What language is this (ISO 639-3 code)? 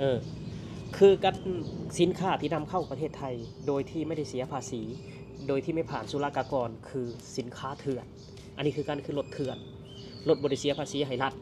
lao